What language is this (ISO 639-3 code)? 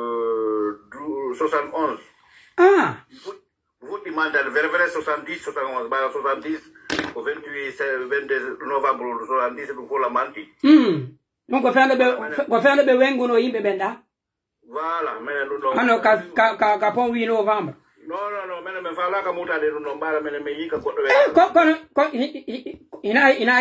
fuf